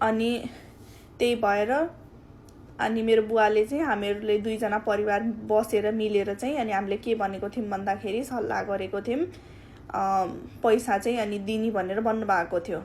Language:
Nepali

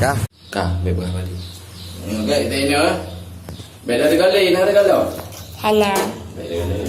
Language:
Achinese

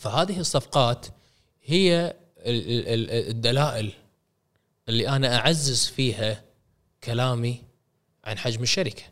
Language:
Gulf Arabic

